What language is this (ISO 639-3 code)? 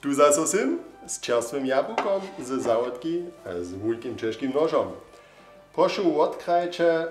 hsb